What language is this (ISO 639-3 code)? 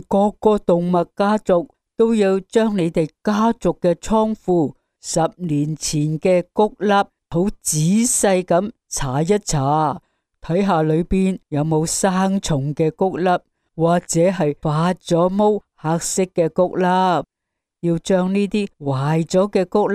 yue